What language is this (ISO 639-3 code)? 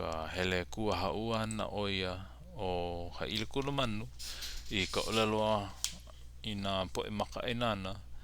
haw